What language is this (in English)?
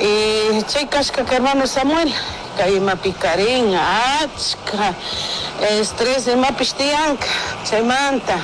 Chimborazo Highland Quichua